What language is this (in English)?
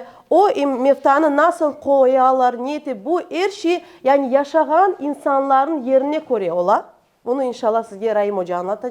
Crimean Tatar